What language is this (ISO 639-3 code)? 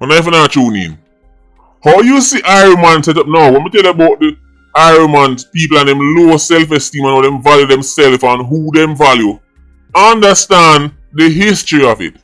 jam